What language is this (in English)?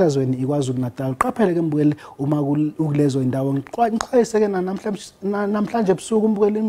Zulu